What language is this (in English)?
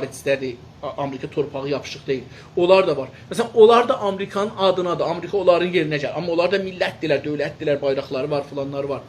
South Azerbaijani